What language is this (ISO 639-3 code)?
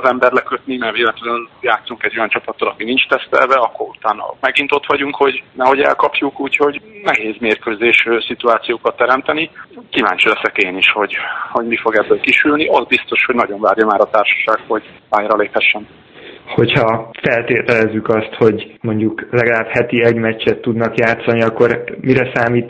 hun